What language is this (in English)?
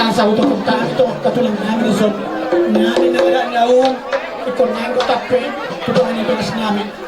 Batak Toba